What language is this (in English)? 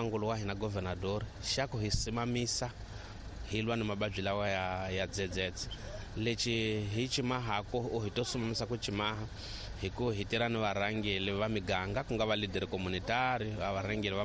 Tsonga